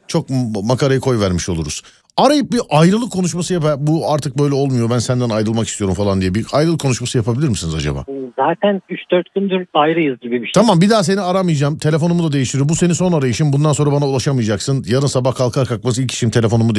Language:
Turkish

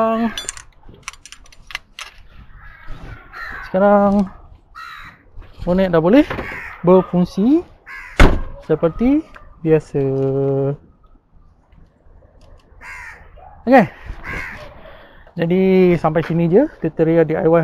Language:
Malay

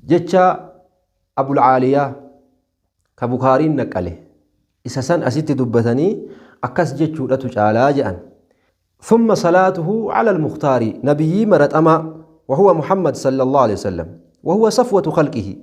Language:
Oromo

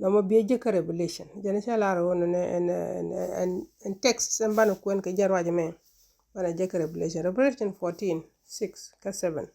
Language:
Nuer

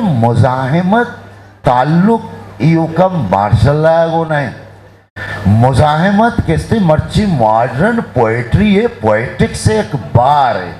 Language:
Eastern Balochi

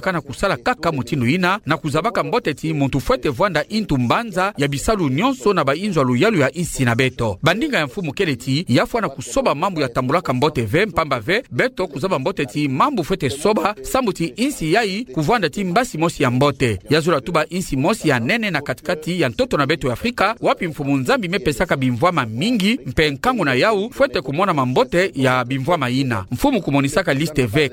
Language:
Kituba (Democratic Republic of Congo)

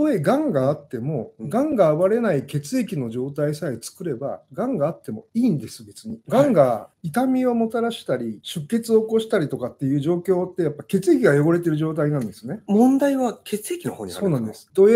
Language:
Japanese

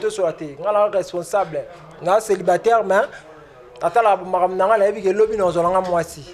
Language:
Lingala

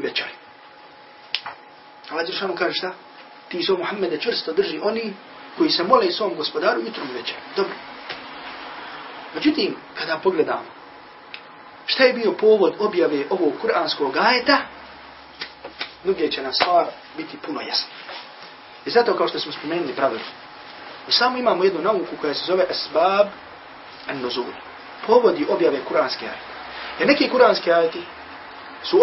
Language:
Bosnian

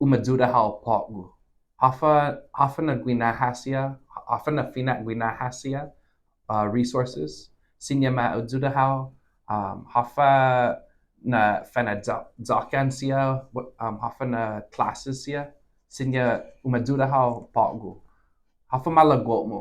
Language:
Chamorro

